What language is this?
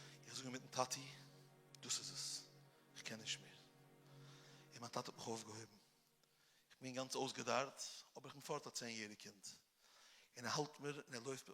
Yiddish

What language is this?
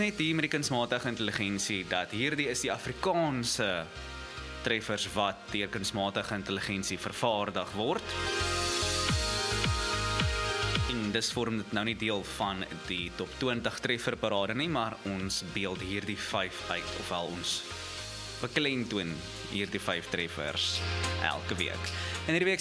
Afrikaans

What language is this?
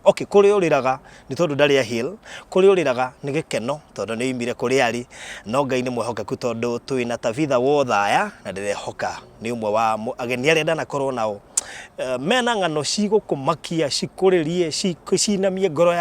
Kikuyu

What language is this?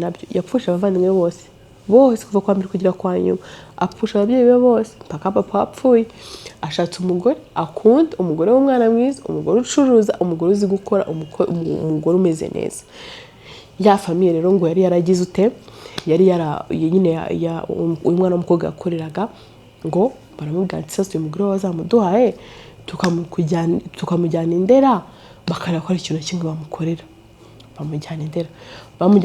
Kinyarwanda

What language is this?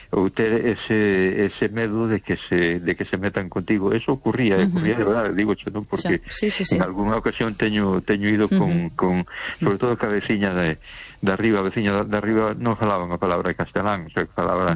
Galician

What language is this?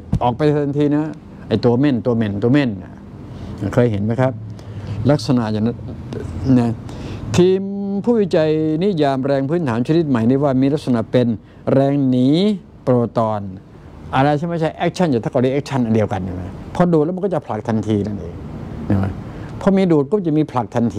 Thai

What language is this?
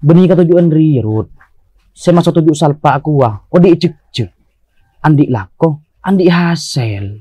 Madurese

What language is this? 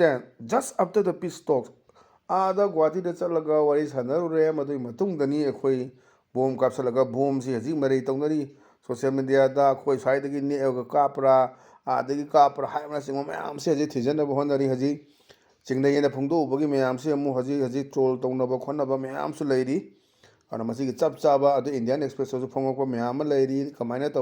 Manipuri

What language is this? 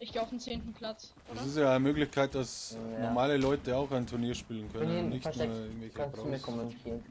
Bavarian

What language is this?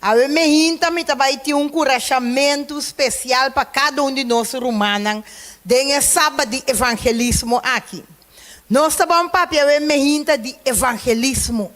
Papiamento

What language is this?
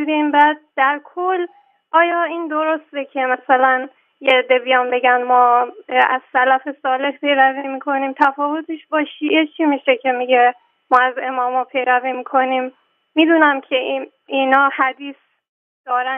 Persian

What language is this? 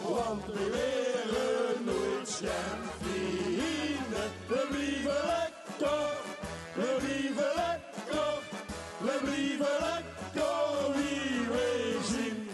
Limburgish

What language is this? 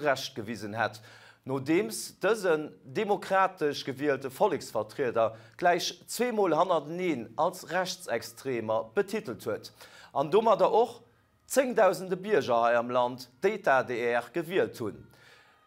Luxembourgish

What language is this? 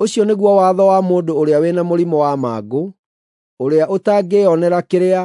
Kikuyu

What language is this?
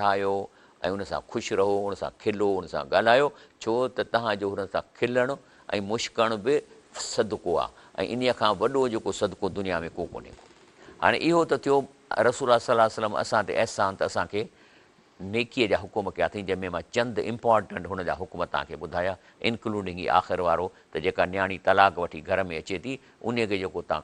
Sindhi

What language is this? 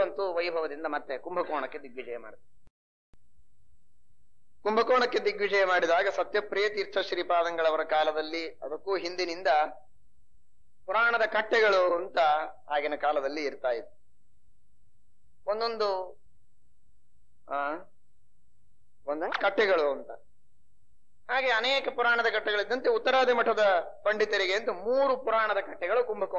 Kannada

